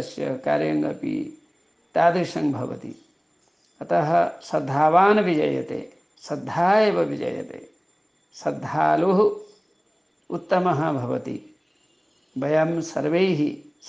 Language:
Sanskrit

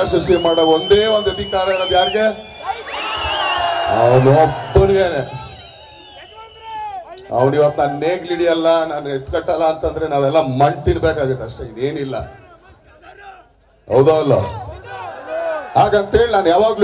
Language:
Kannada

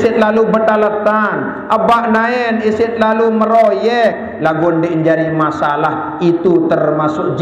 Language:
Sasak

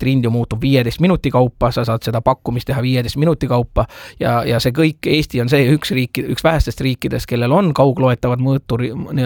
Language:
Estonian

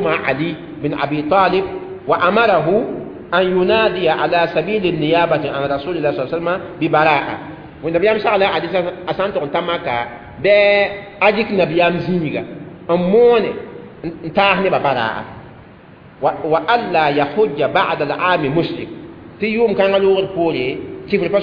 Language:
Mossi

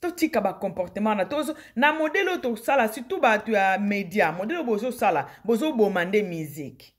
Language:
Lingala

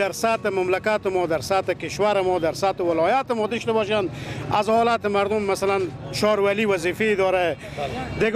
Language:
Persian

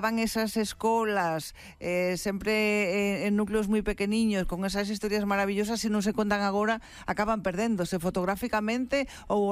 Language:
Galician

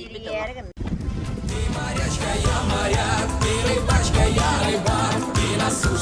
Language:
Yakut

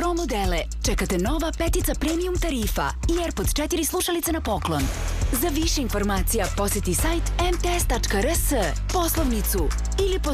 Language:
Serbian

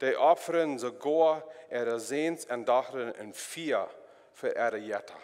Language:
Plautdietsch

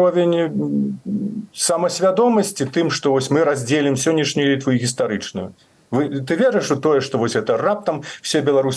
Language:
Belarusian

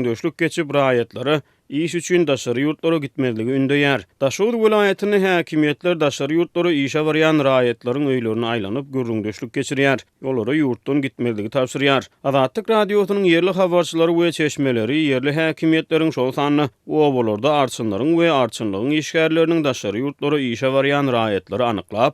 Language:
Turkmen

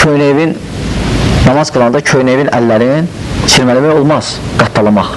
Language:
Azerbaijani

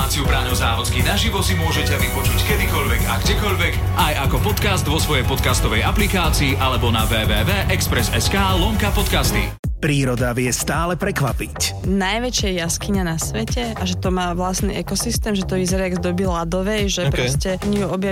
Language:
Slovak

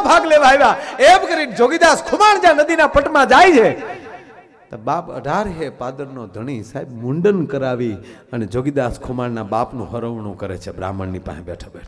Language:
Gujarati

